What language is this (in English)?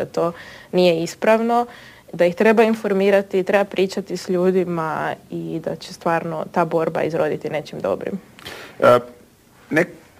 Croatian